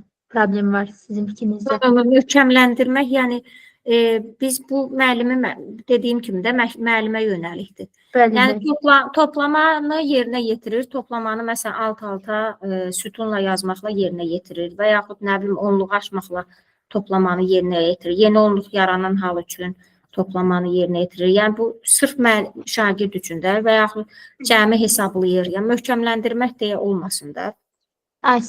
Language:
Azerbaijani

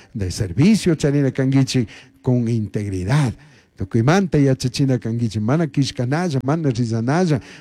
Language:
Chimborazo Highland Quichua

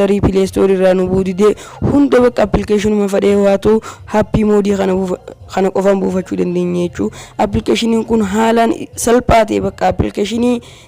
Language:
Oromo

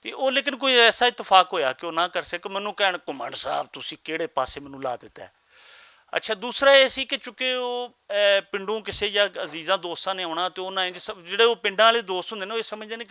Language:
Western Panjabi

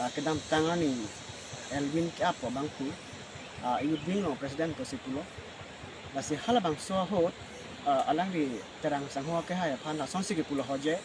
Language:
Karbi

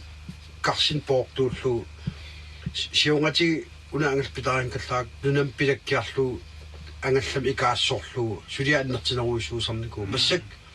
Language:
Kalaallisut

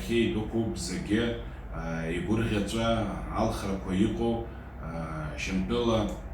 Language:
Abkhazian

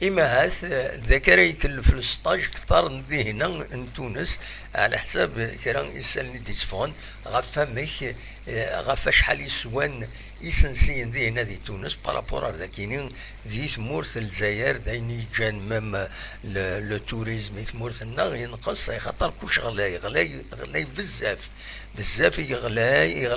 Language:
Kabyle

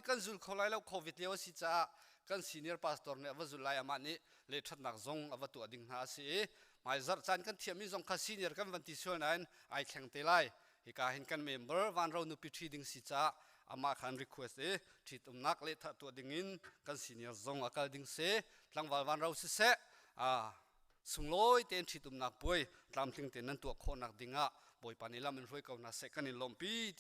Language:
Hakha Chin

